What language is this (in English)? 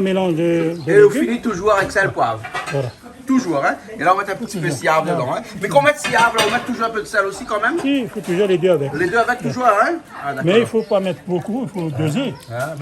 Réunion Creole French